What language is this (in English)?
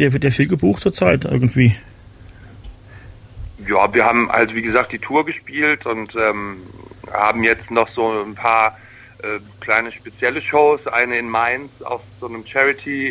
German